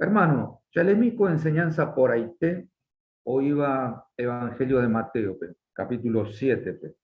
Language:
Guarani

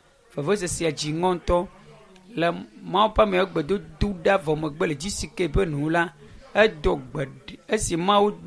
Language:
Ewe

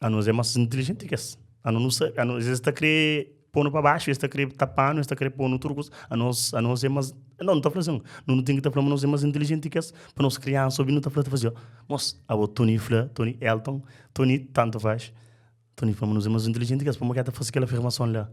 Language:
Kabuverdianu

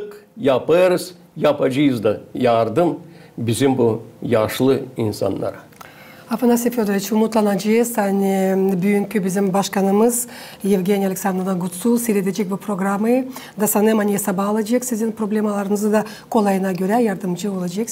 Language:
Gagauz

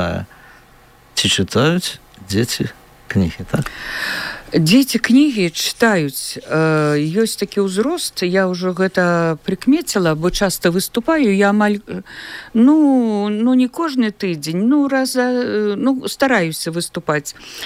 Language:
Belarusian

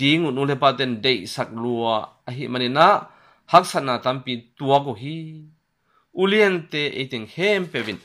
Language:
Tedim Chin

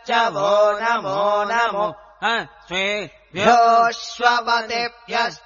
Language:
Sanskrit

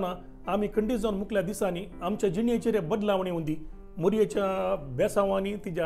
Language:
Konkani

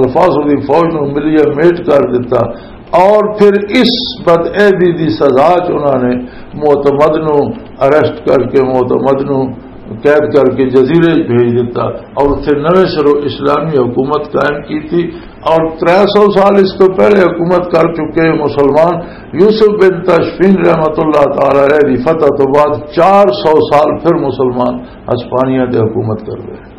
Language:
Western Panjabi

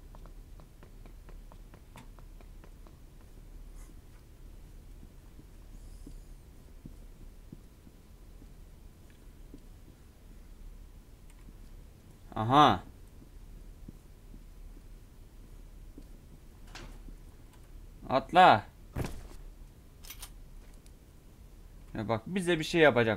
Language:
Turkish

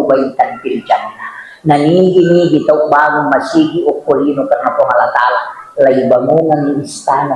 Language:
Buginese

